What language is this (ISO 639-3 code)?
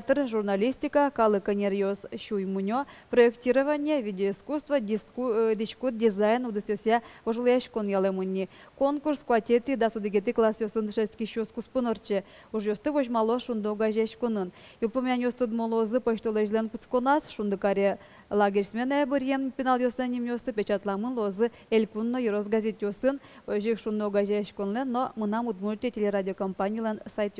udm